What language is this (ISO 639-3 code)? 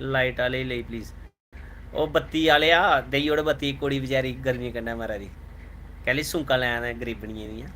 doi